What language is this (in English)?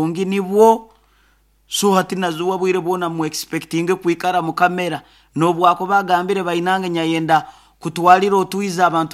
Nyoro